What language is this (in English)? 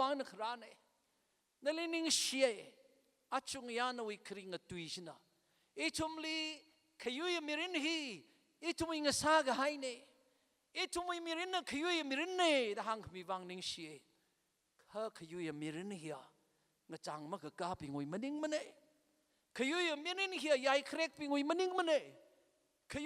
Tangkhul Naga (India)